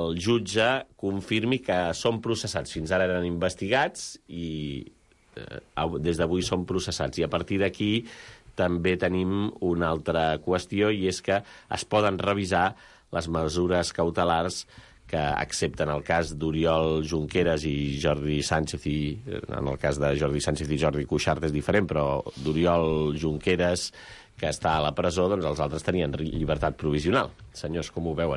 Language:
Catalan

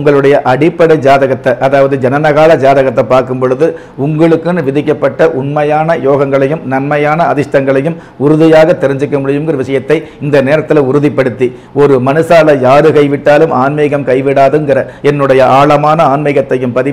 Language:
Tamil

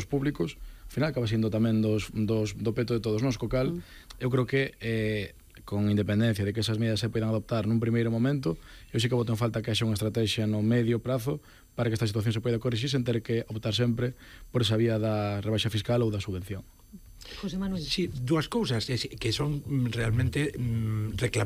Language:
Galician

